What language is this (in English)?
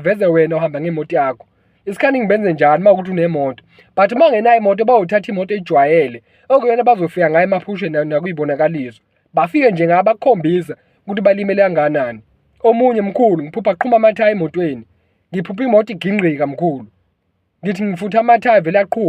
Zulu